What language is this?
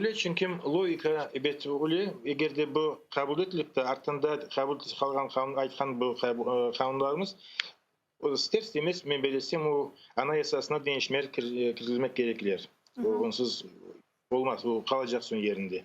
Crimean Tatar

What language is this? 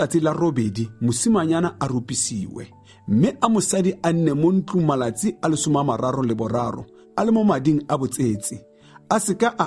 Tswana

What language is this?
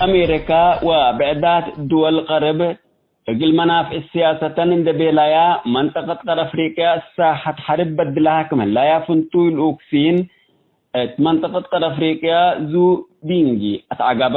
Tigre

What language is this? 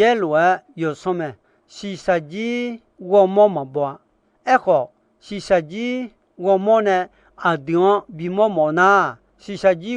Akha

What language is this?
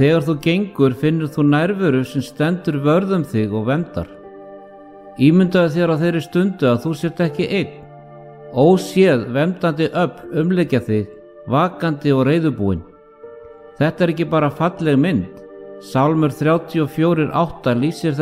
Icelandic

